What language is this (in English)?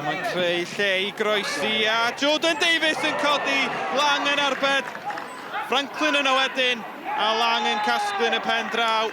Welsh